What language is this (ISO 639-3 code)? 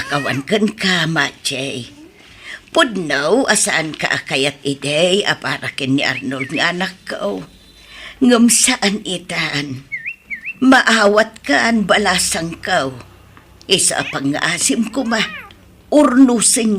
ilo